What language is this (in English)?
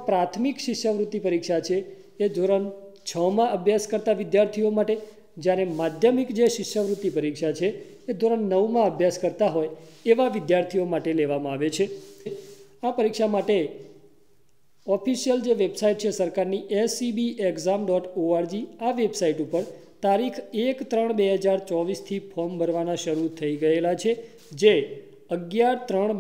Gujarati